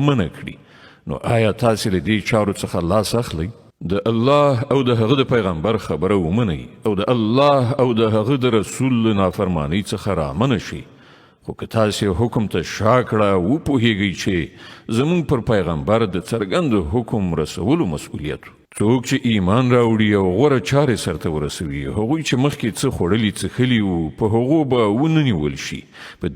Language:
Pashto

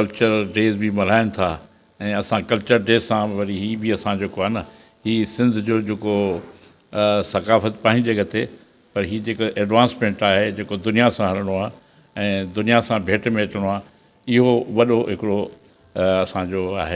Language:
Sindhi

